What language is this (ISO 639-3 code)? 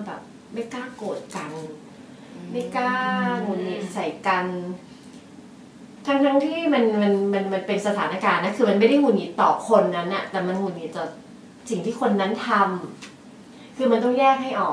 tha